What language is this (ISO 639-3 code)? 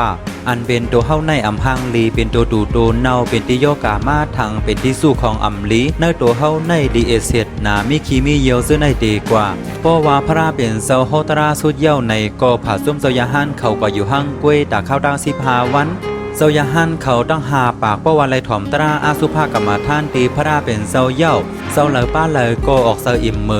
shn